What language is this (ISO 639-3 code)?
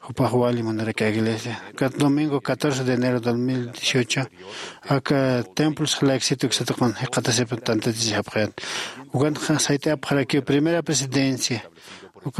aym